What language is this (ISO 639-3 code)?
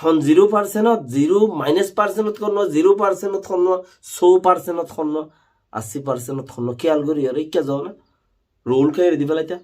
rhg